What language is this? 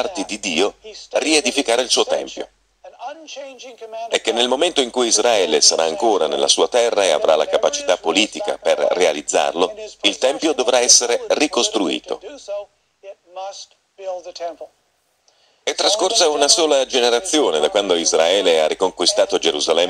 Italian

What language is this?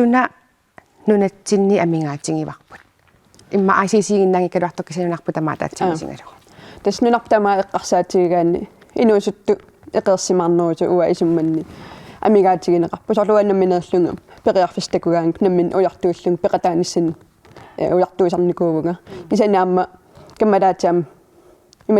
Kalaallisut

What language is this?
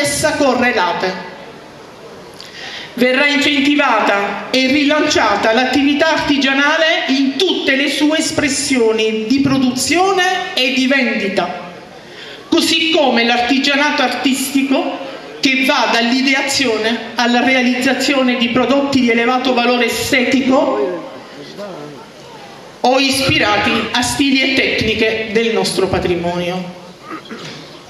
Italian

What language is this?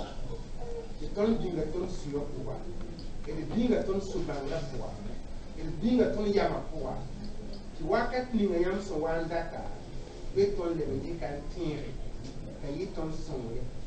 Mossi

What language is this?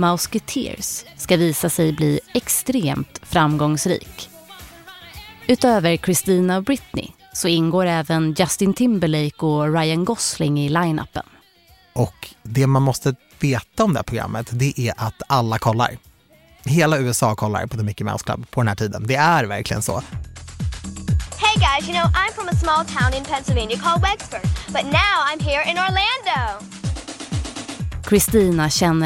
Swedish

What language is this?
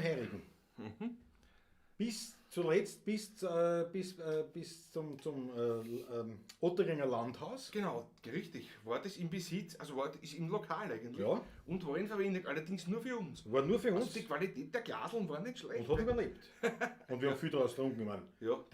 Bavarian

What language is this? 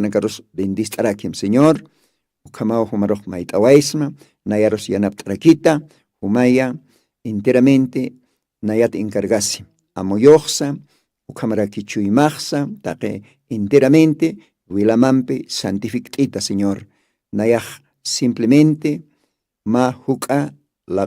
Aymara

